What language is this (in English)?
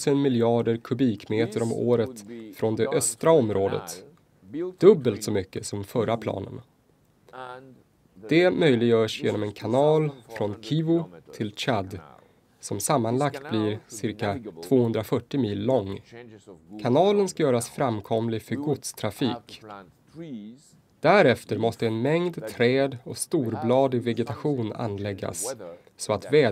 Swedish